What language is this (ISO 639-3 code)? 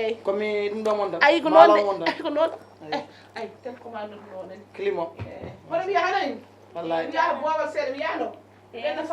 ful